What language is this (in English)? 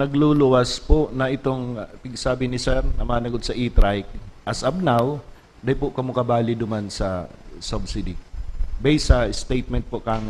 Bikol